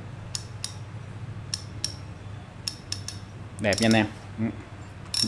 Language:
Vietnamese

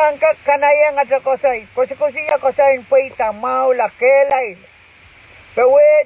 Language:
Pohnpeian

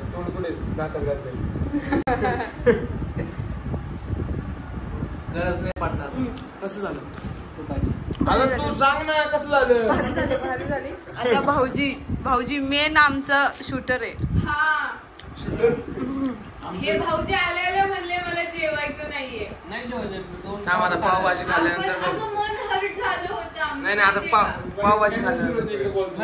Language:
Marathi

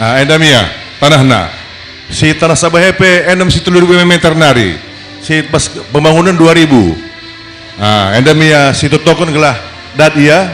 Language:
Batak Karo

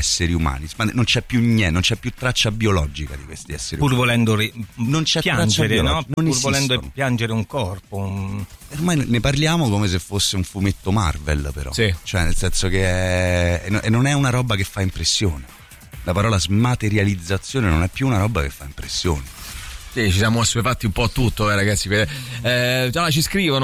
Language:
Italian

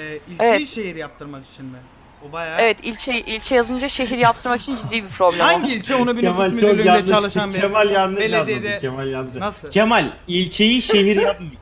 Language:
Turkish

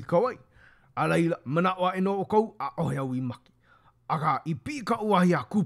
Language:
Hawaiian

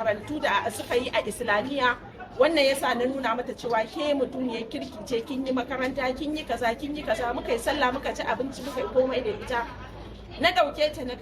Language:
Hausa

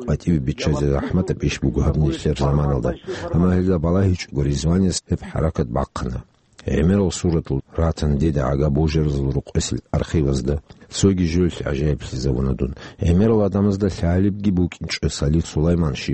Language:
Avaric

